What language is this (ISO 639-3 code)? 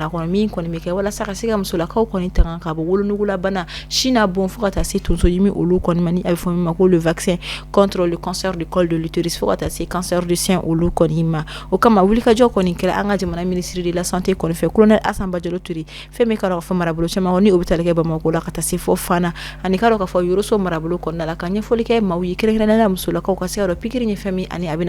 bam